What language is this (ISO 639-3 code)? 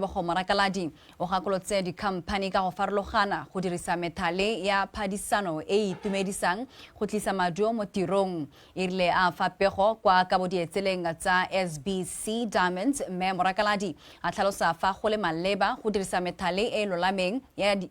tsn